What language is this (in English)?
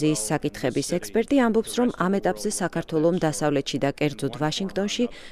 Georgian